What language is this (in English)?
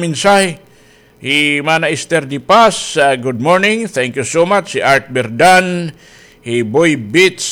Waray